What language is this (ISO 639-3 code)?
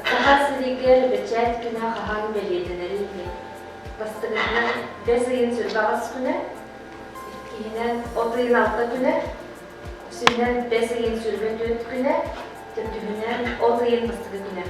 sah